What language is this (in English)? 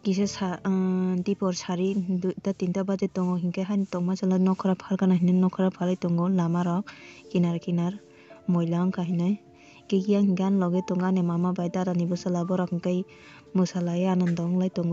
Kok Borok